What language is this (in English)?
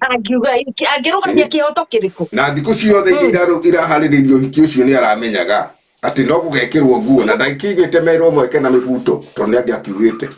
Kikuyu